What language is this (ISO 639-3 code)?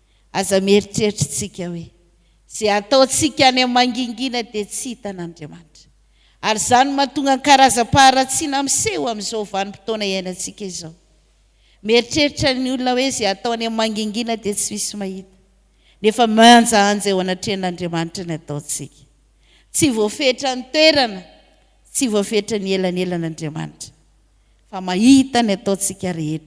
mlg